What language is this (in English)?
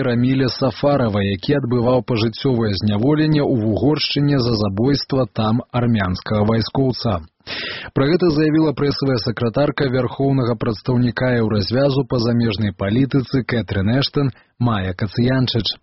Belarusian